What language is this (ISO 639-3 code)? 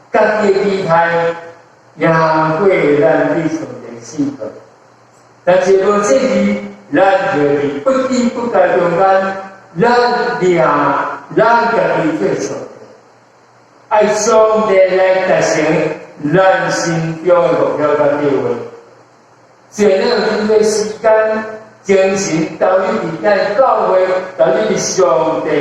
nan